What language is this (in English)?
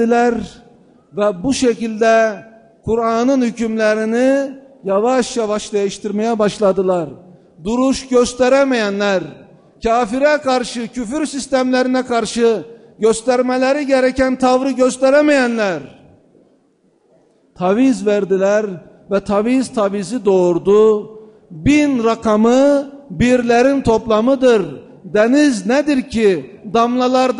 Turkish